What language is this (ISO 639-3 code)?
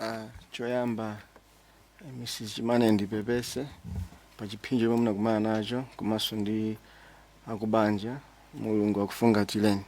nya